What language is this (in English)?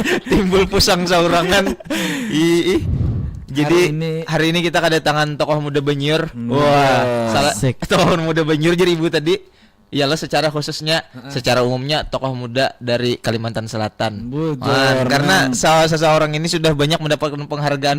Banjar